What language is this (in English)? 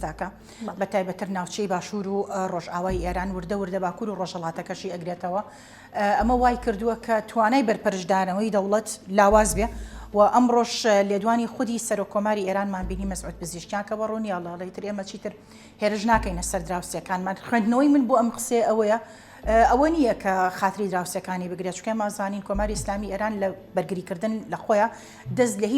Central Kurdish